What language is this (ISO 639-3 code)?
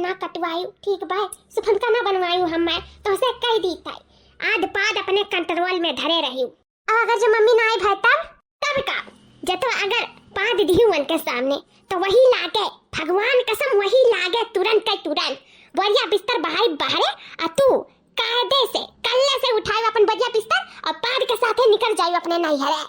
awa